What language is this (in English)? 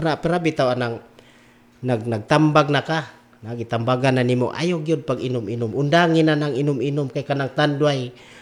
Cebuano